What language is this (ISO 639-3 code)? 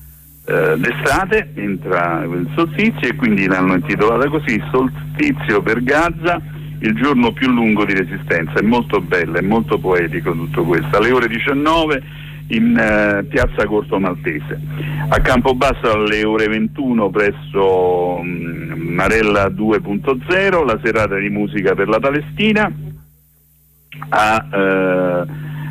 ita